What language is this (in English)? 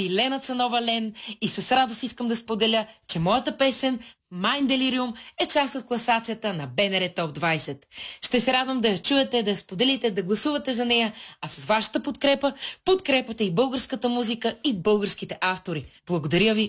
Bulgarian